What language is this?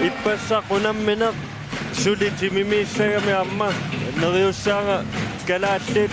Kalaallisut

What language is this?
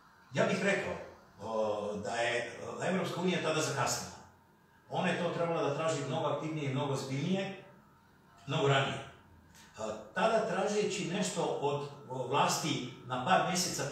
Serbian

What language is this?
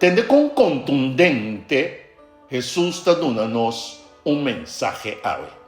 Papiamento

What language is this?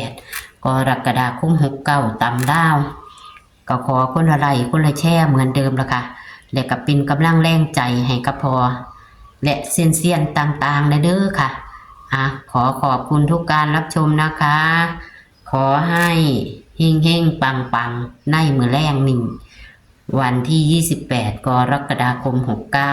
Northeastern Thai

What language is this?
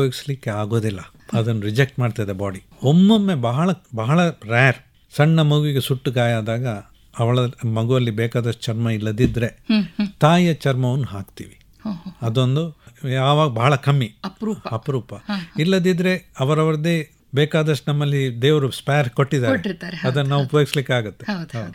Kannada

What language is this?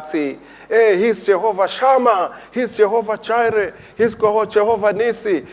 Swati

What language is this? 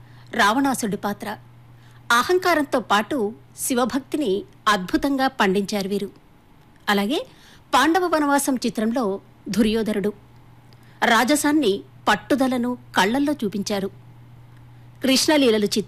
Telugu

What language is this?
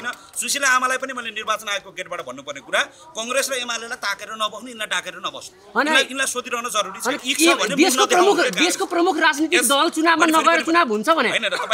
Nepali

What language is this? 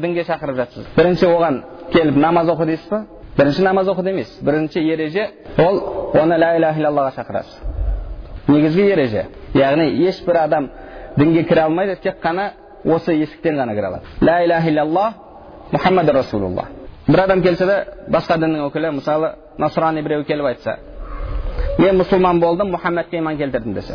Kazakh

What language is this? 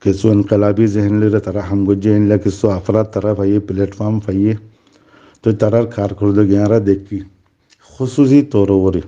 Rohingya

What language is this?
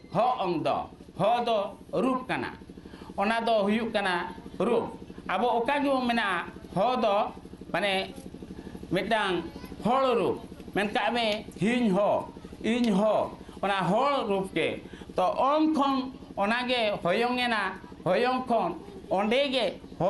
Santali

